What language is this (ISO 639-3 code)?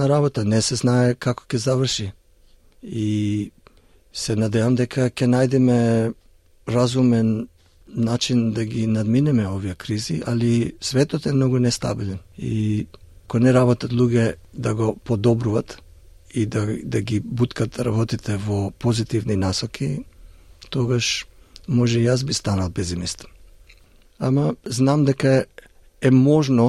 mkd